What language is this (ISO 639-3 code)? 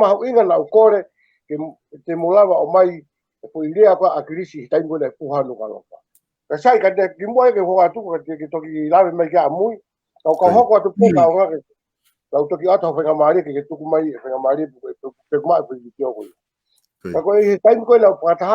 ton